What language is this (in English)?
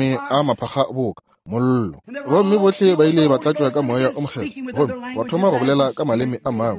Northern Sotho